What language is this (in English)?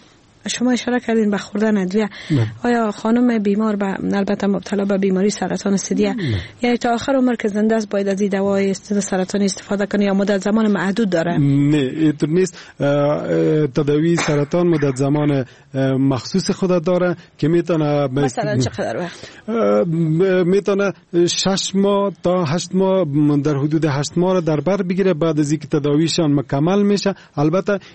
Persian